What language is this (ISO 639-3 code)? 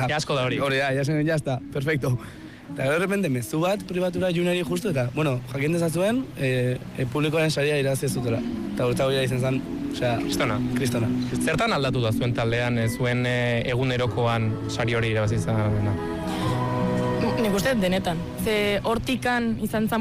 eus